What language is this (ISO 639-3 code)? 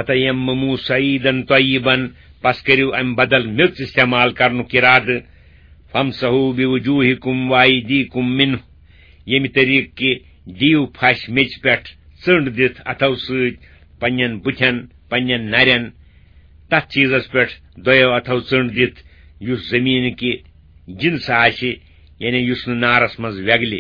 kas